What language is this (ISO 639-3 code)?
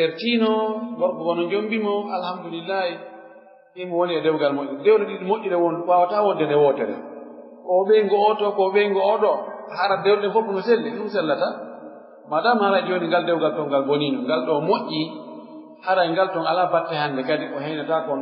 fuf